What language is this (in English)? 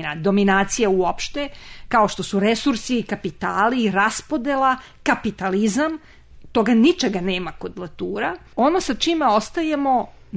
Serbian